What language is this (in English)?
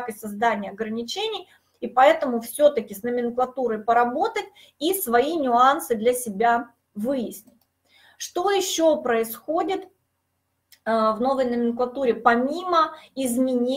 Russian